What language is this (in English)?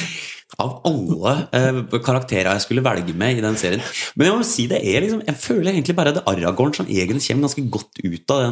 Norwegian